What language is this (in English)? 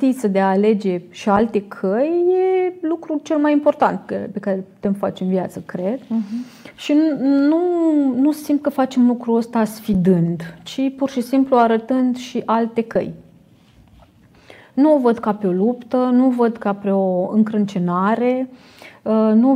Romanian